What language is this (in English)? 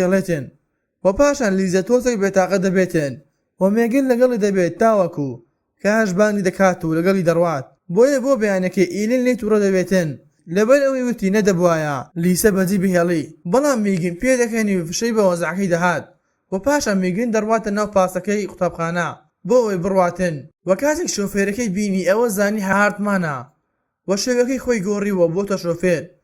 Central Kurdish